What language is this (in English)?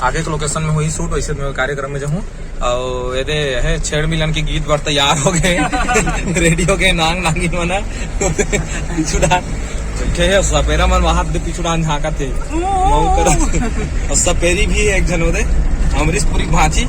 Chhattisgarhi